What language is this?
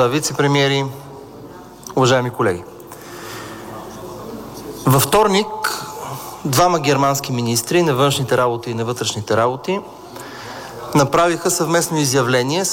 Bulgarian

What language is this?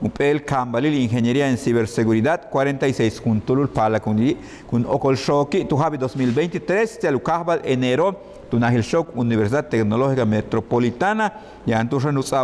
Yucateco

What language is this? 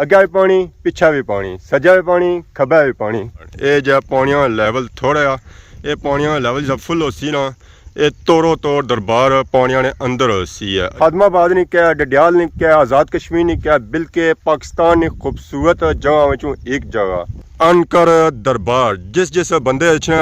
Pahari-Potwari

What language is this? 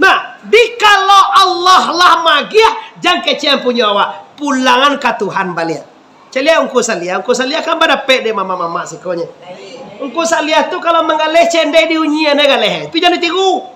Minangkabau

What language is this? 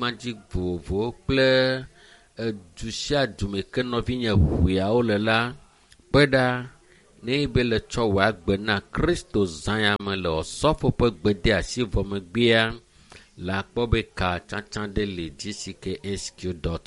Ewe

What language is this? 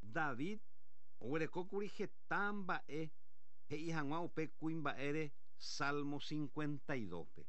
Guarani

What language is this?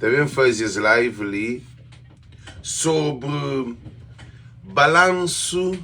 Kabuverdianu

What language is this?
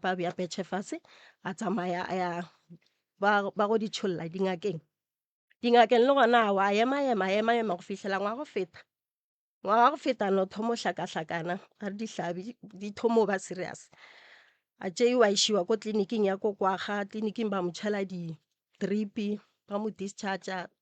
Northern Sotho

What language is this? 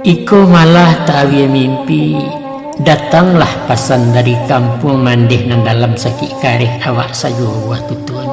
Minangkabau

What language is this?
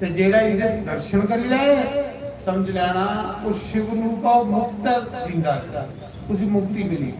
Dogri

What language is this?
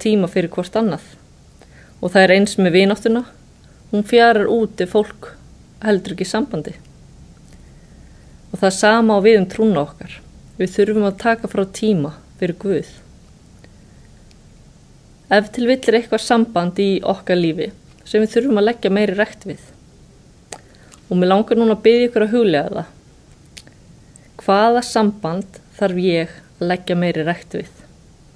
Icelandic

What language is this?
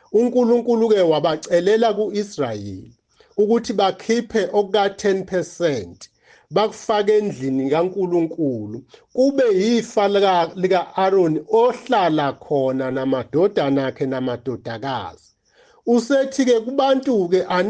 Zulu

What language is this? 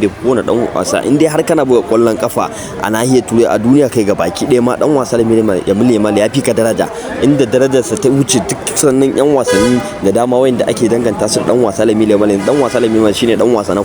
Hausa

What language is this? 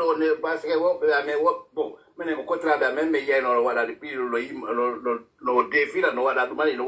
Pular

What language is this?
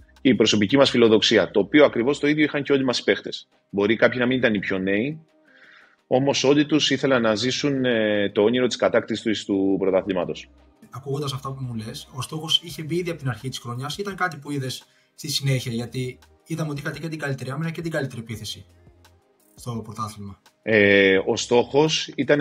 Greek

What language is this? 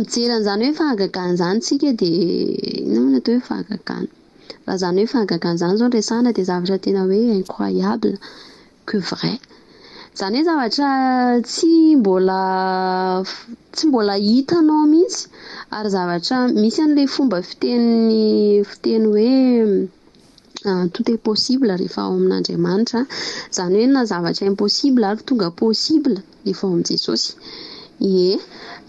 Malagasy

